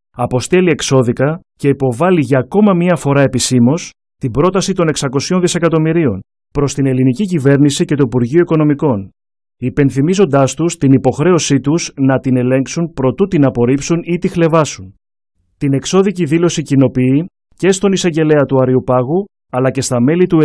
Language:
Greek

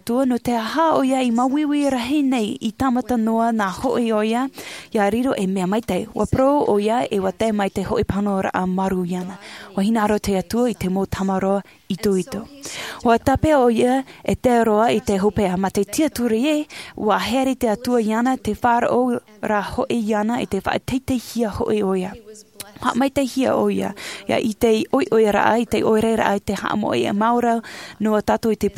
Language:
Tahitian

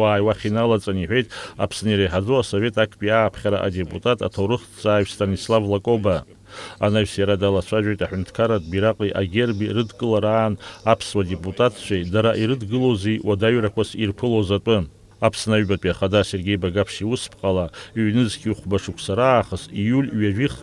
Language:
Abkhazian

